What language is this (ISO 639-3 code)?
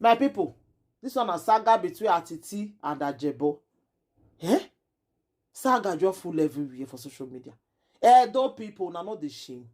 pcm